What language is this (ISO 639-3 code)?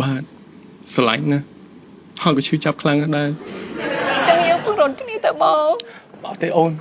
khm